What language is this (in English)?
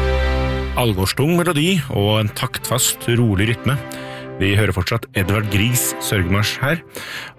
Norwegian